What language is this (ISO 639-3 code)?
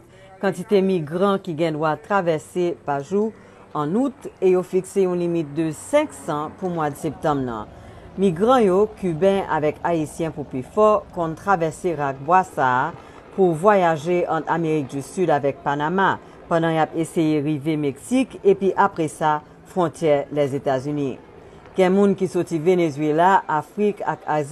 hat